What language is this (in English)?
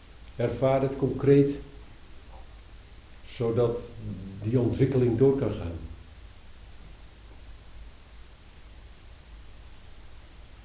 Dutch